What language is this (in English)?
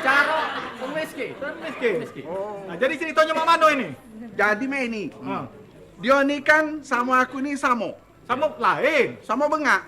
Musi